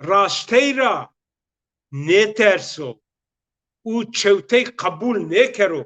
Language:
Zaza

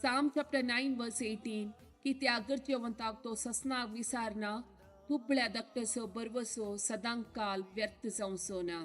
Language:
Konkani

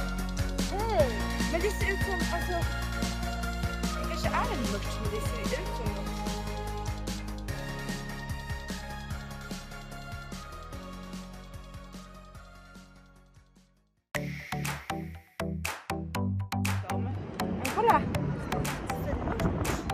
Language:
Swedish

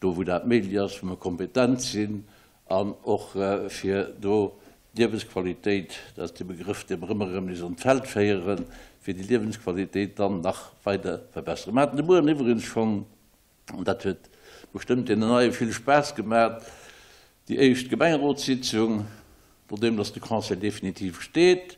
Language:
Luxembourgish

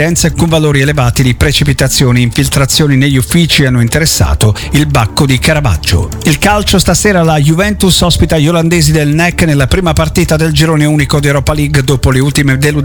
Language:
Italian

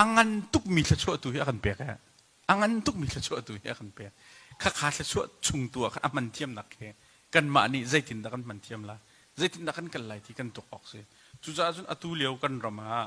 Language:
Hakha Chin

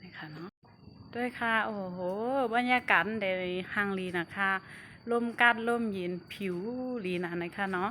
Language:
Shan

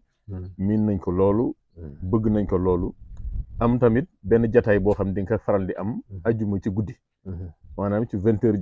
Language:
Wolof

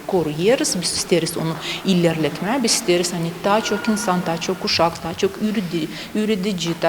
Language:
Gagauz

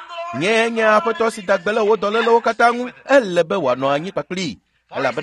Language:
Ewe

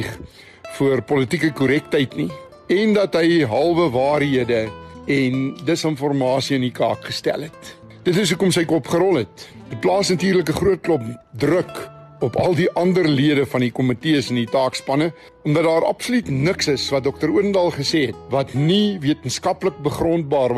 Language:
Afrikaans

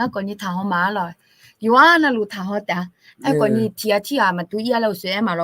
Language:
Akha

